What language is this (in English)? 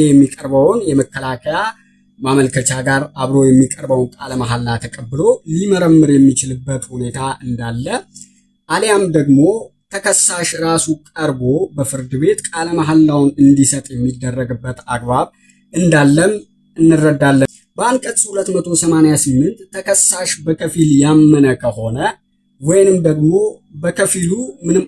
Amharic